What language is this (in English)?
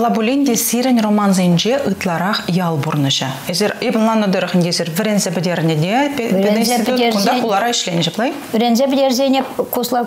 Chuvash